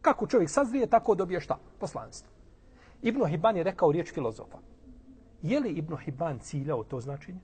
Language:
Bosnian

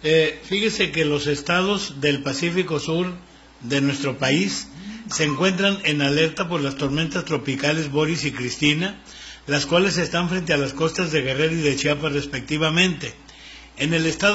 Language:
Spanish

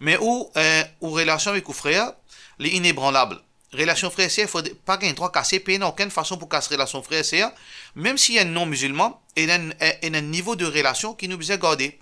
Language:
Morisyen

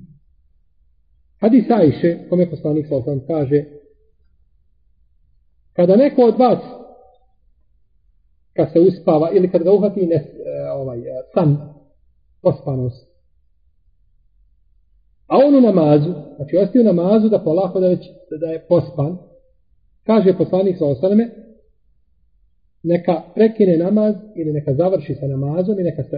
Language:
Bosnian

